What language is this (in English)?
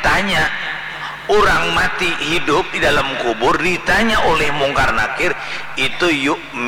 Banjar